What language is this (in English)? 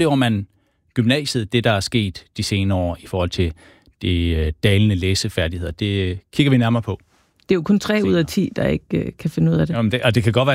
Danish